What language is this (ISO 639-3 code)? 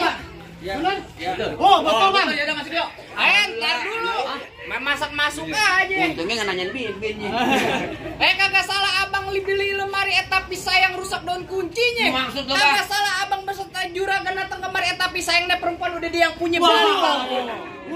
bew